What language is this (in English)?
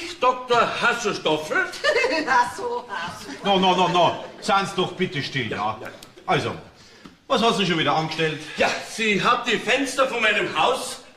Bavarian